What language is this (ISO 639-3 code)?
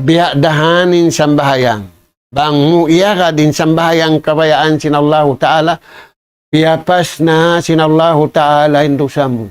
tsg